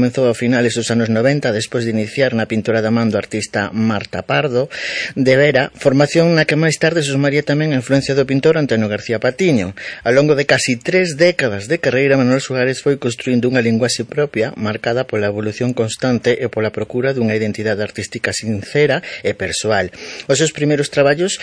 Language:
Galician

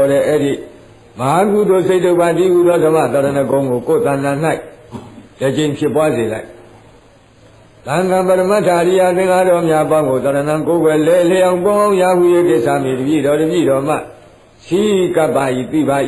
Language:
Burmese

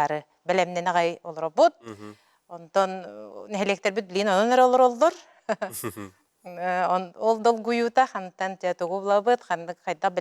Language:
Yakut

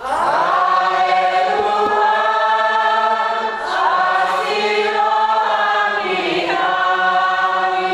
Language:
Batak Toba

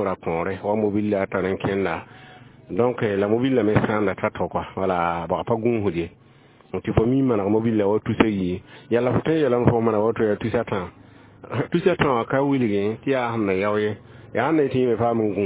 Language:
Mossi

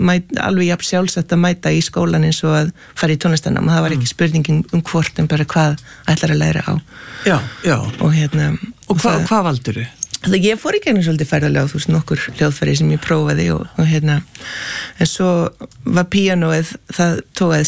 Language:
Icelandic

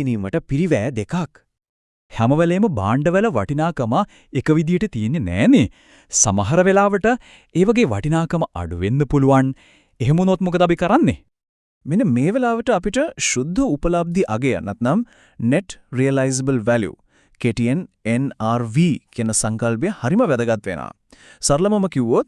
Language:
Sinhala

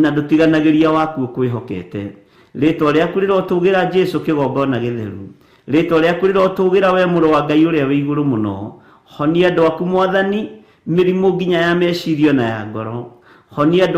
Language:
Kikuyu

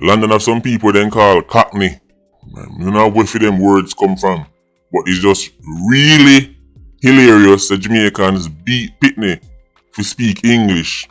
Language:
Jamaican Creole English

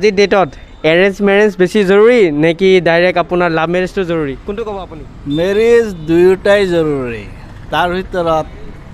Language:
Assamese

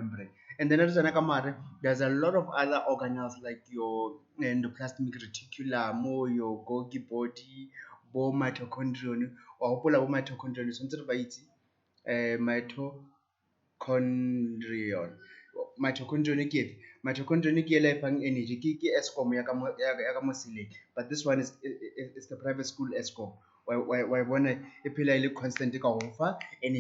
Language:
Tswana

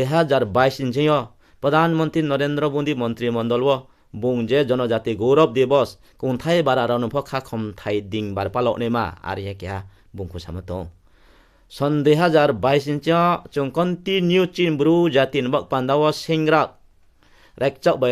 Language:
Riang (India)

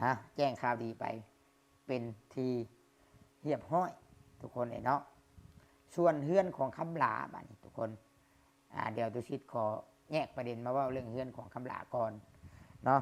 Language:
Lao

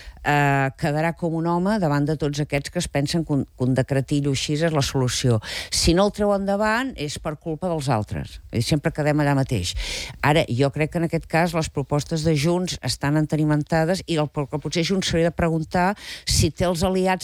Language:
Catalan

